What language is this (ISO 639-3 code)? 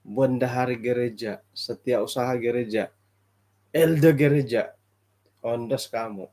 dtp